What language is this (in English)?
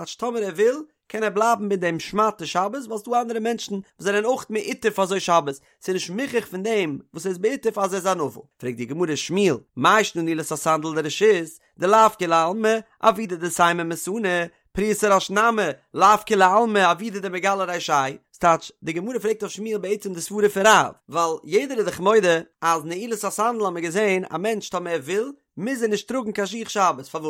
Yiddish